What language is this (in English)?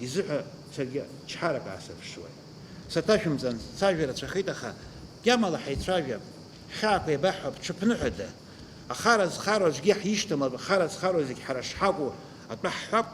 Abkhazian